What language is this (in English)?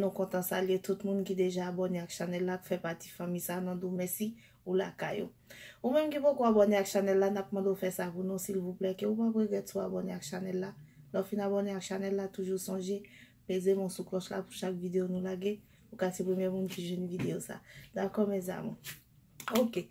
Haitian Creole